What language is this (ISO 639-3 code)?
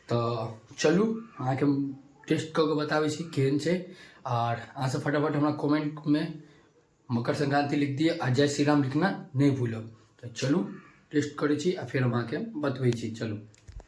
mai